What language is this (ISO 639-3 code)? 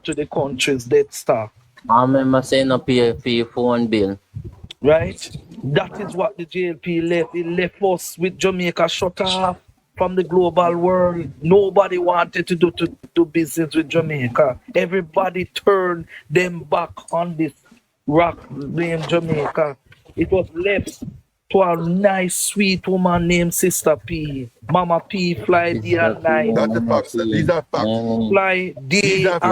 jam